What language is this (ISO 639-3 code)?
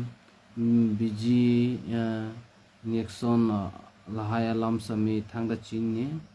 mjw